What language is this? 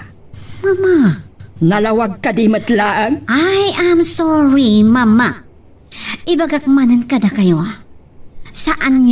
Iloko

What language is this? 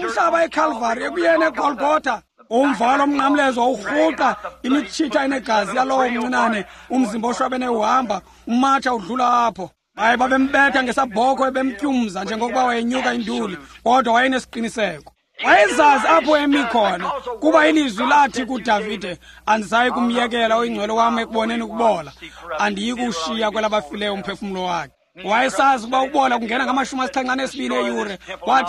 Xhosa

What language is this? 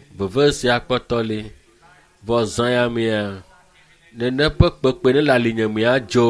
Ewe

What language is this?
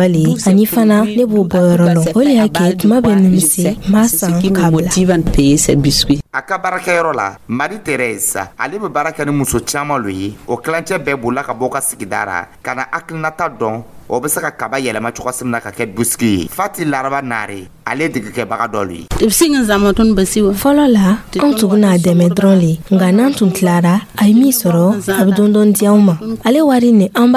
Dyula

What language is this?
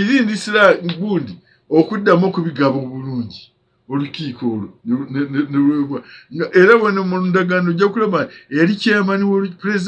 Ganda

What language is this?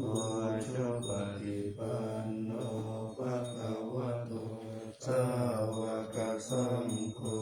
Pali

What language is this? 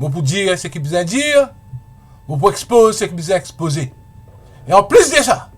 Morisyen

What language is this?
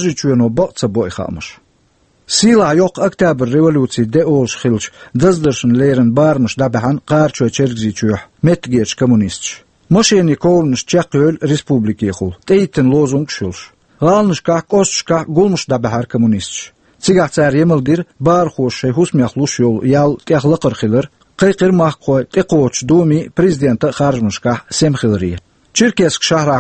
Chechen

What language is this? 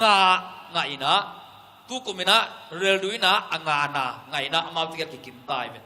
Tedim Chin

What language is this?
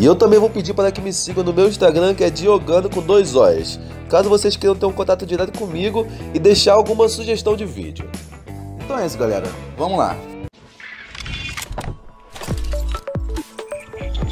Portuguese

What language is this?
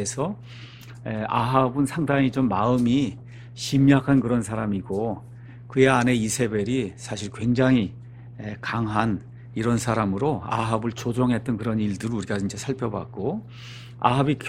Korean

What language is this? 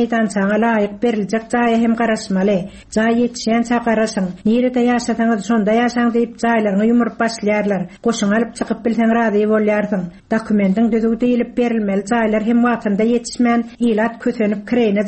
Turkmen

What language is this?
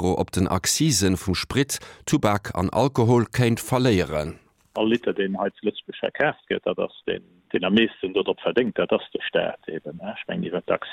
Luxembourgish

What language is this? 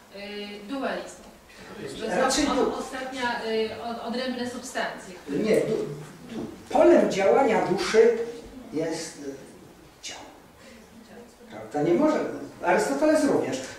Polish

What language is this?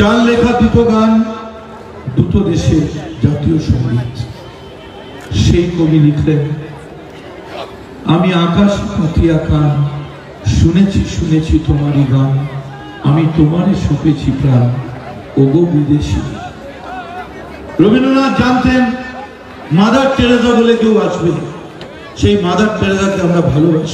Bangla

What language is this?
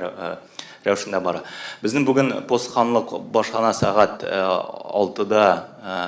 Tatar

